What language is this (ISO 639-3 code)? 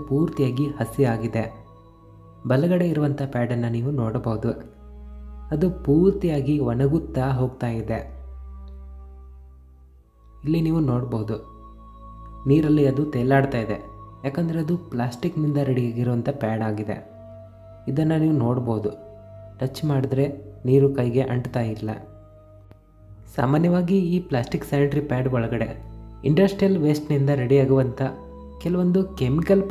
kan